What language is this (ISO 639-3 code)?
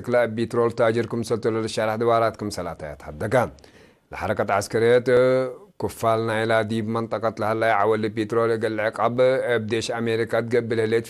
tig